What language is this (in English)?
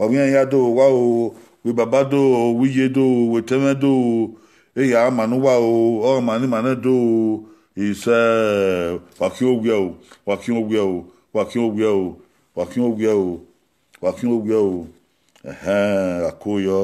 Bini